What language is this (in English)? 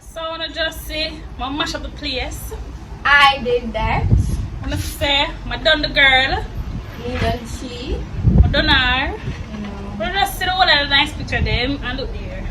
Jamaican Creole English